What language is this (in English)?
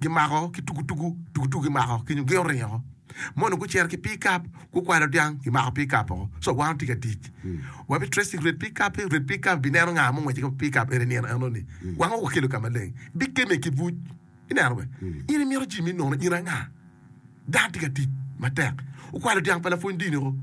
Acoli